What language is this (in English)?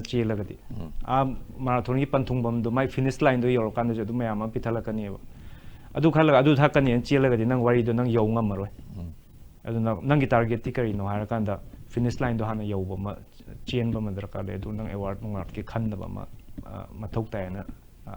Manipuri